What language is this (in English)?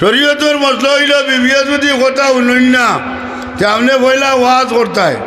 Sylheti